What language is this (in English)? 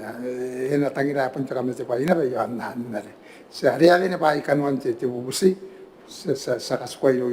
Gilbertese